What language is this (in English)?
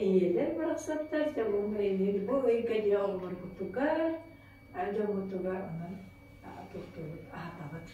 Yakut